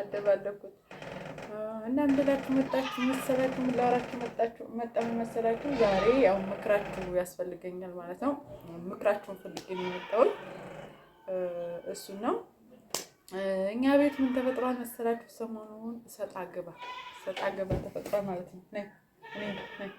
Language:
Amharic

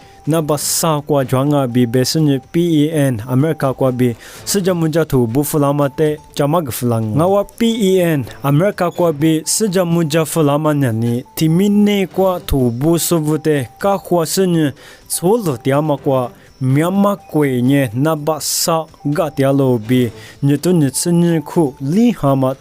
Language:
Lisu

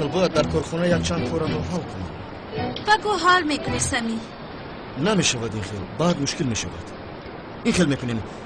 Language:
Tajik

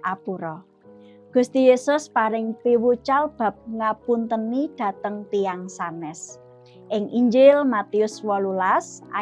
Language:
Javanese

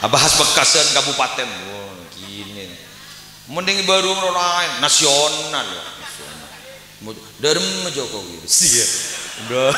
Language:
Madurese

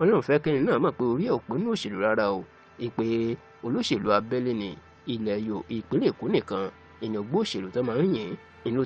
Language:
Yoruba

